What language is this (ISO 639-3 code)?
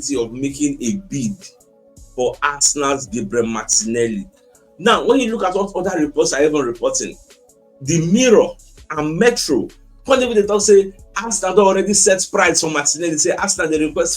pcm